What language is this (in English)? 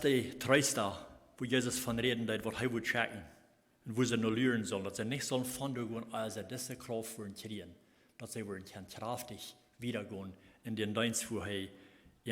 Plautdietsch